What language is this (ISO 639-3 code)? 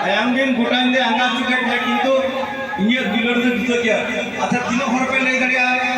sat